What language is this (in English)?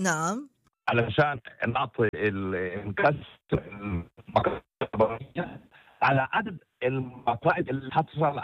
North Levantine Arabic